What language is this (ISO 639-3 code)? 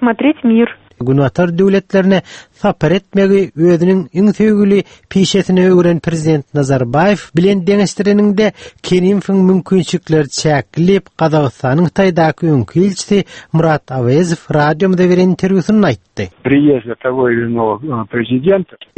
tuk